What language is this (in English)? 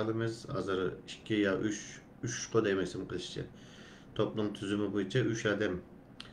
Uyghur